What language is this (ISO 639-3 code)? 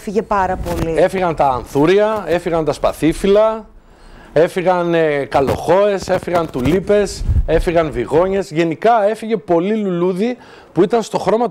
ell